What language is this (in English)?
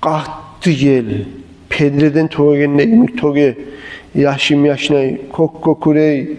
Kumyk